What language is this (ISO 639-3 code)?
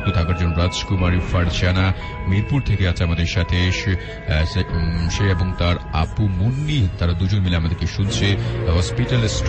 ben